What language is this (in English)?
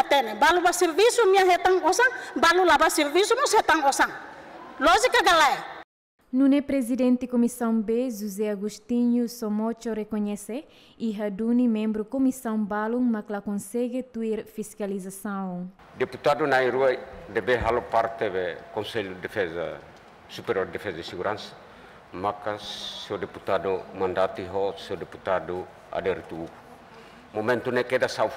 Tetum